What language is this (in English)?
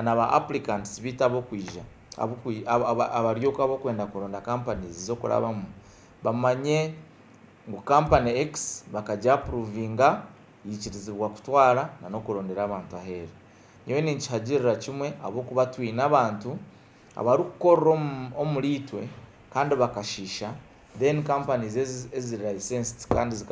Nyankole